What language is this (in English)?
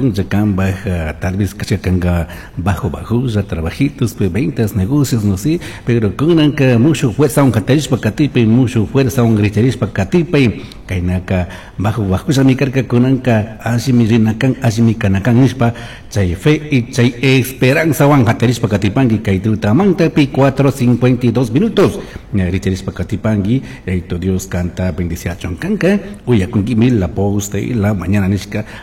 Chimborazo Highland Quichua